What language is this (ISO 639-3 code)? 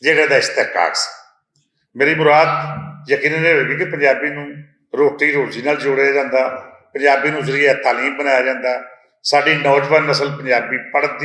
lah